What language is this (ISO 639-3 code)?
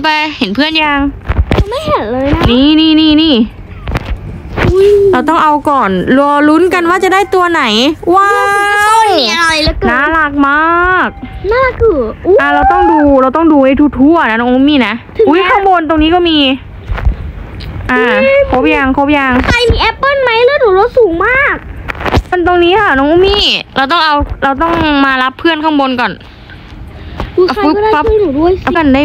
tha